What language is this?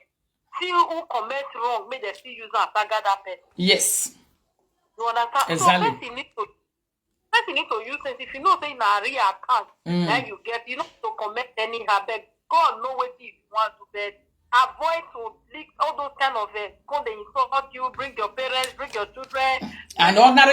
Nigerian Pidgin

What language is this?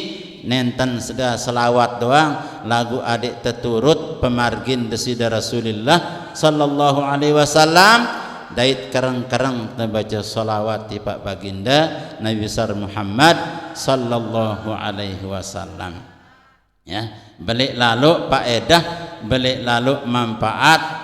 Sasak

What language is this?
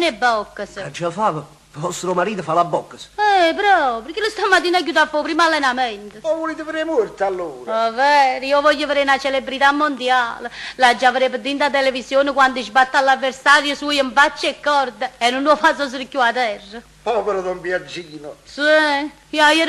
Neapolitan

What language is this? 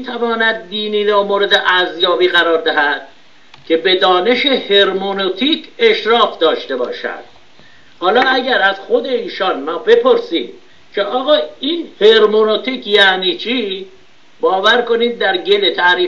Persian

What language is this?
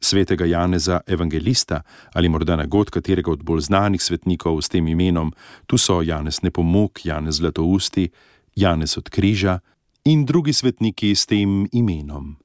Slovenian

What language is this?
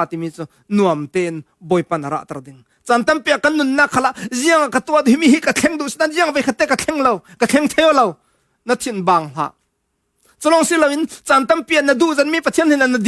Falam Chin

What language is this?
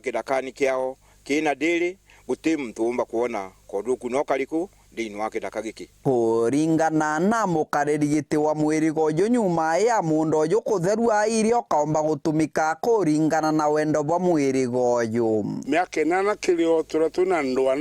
Meru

